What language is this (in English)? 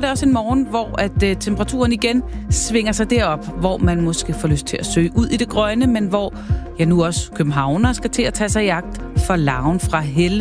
Danish